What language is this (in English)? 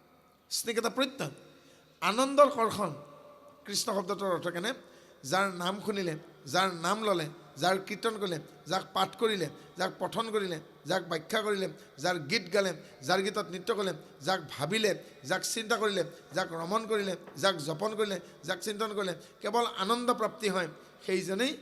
Assamese